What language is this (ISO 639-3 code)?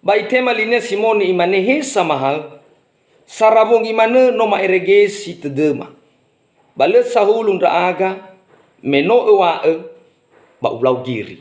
nia